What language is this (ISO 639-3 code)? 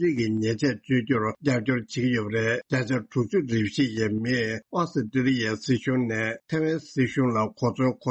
bod